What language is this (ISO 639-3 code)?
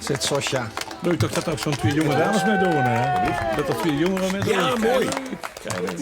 lim